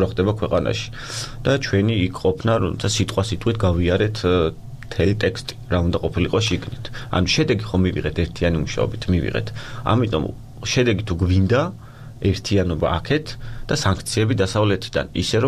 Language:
Georgian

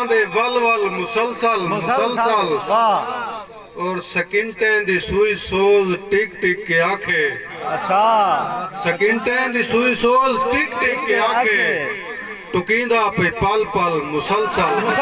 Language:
Saraiki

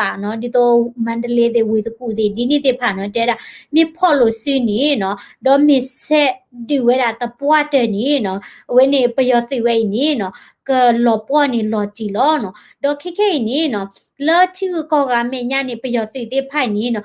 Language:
S'gaw Karen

